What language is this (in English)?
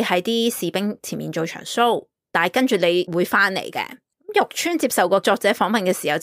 Cantonese